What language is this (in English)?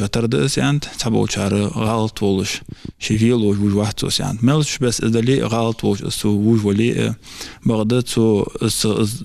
Ingush